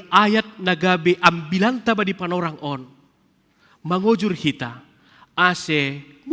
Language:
Batak Simalungun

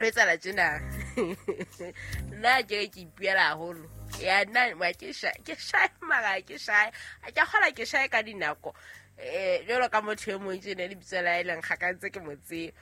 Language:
Southern Sotho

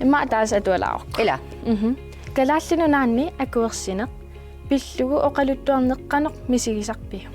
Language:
Kalaallisut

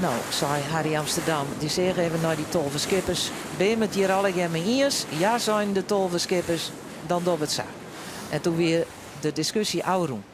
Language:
Western Frisian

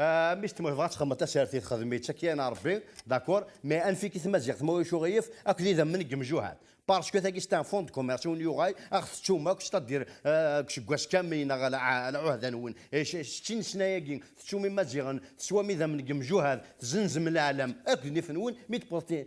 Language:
Kabyle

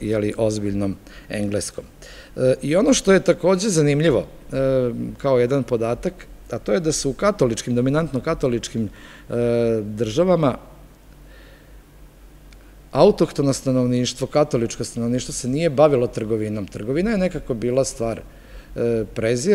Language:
Serbian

